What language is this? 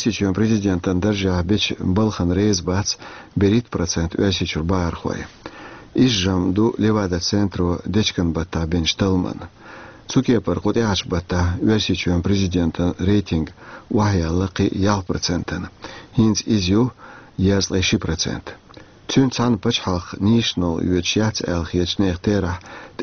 Chechen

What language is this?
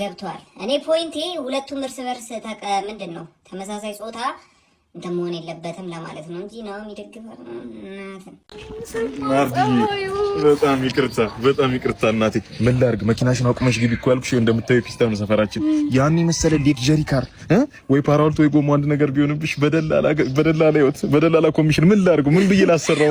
Amharic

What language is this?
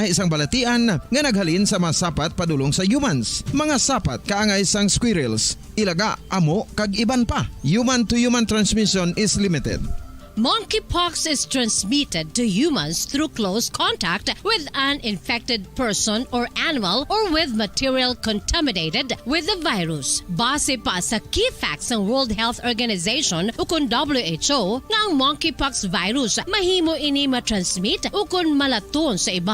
Hiligaynon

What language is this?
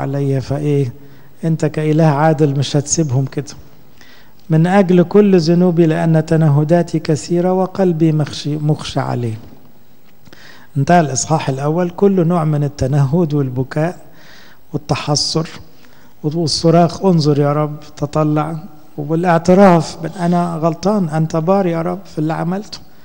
Egyptian Arabic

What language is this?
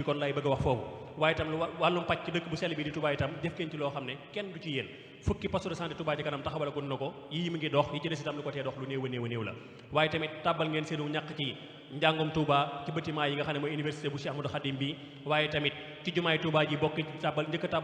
Wolof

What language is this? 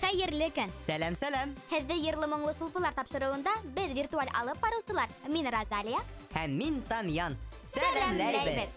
Bashkir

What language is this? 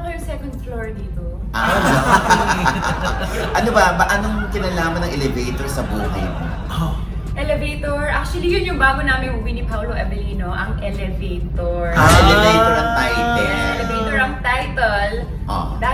Filipino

